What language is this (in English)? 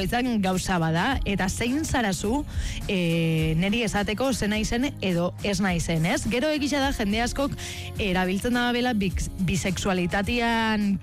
Basque